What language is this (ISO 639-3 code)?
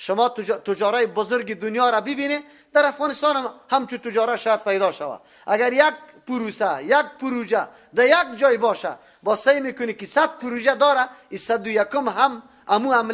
fas